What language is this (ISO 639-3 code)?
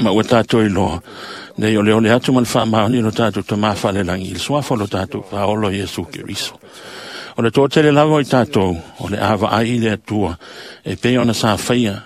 smo